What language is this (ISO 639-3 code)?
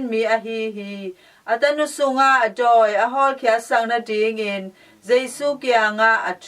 ctd